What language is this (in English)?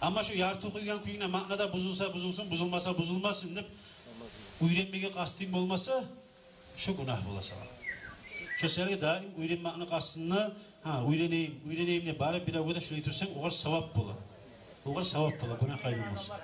Kumyk